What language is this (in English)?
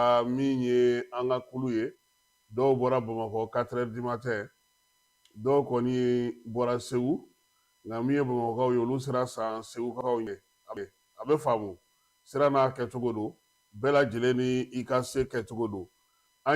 Bambara